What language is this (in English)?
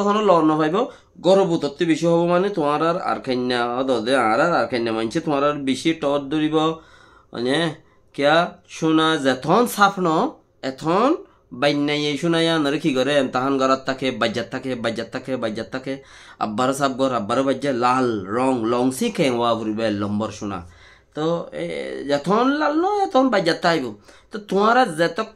Rohingya